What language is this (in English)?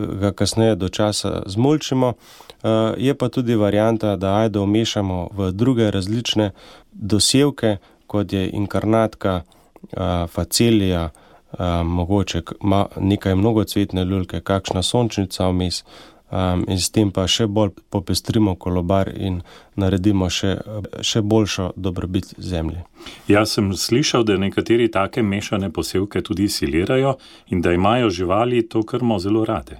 Slovenian